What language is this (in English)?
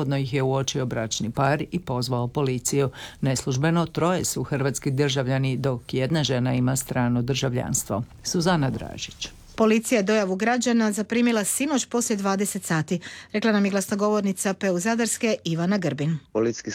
Croatian